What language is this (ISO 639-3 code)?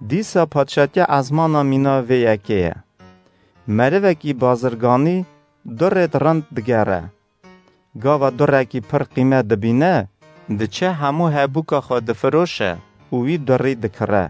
kur